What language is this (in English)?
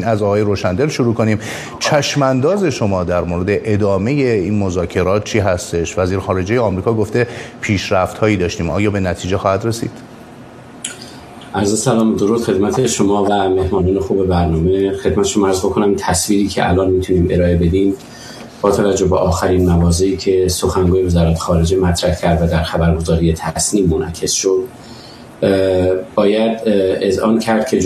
Persian